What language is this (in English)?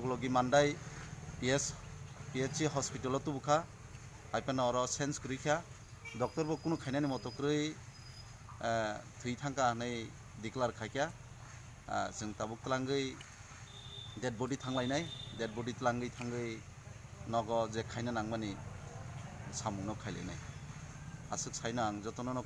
Kok Borok